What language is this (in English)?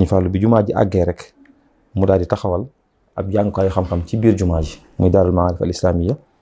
Wolof